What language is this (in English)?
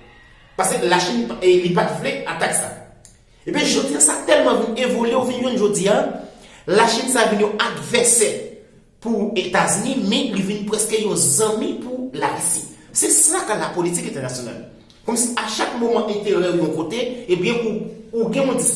Haitian Creole